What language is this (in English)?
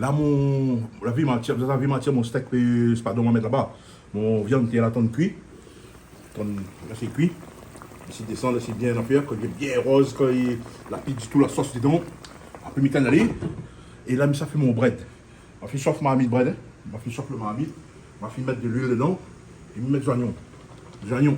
Réunion Creole French